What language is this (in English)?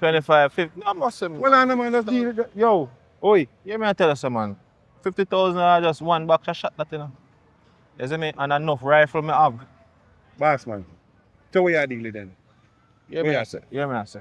Jamaican Creole English